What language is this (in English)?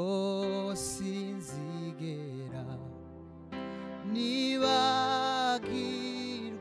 Kinyarwanda